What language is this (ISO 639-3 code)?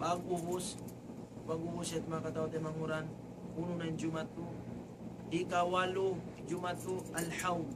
tsg